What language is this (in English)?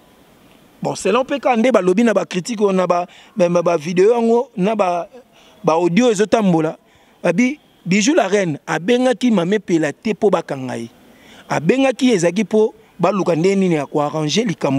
Lingala